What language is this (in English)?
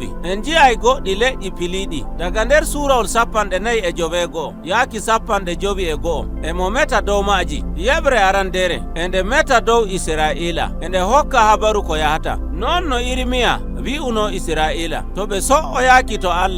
Nigerian Fulfulde